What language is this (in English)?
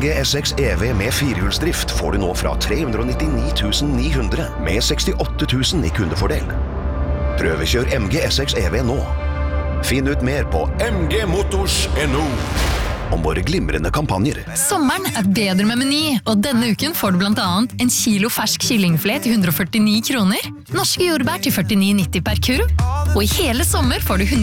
Norwegian